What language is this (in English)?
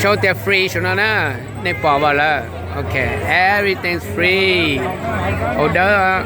Hmong